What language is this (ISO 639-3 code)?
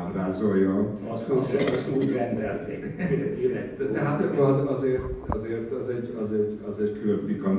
hun